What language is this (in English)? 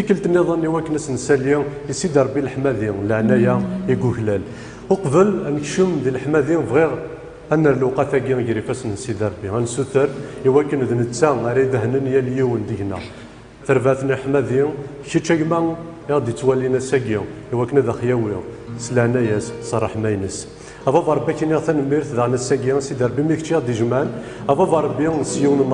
Kabyle